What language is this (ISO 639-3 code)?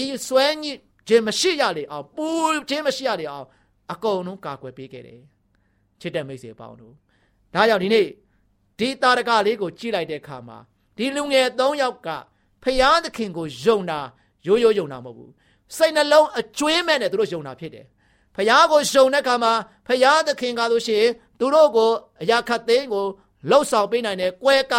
mya